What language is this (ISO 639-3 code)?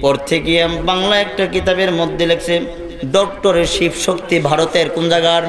syl